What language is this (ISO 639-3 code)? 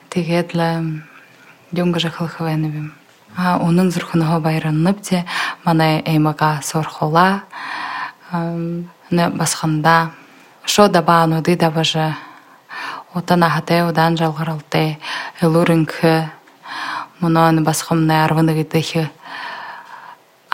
bua